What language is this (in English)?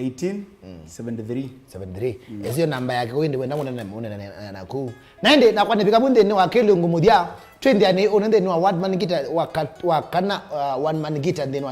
Kamba